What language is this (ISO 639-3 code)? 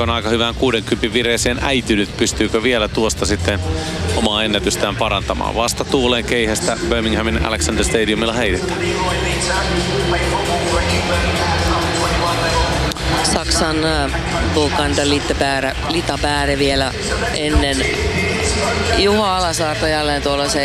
fin